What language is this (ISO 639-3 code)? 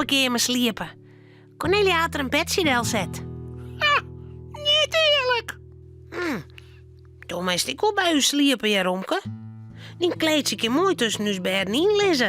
fry